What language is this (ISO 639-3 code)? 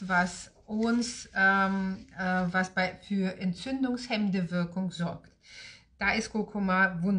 deu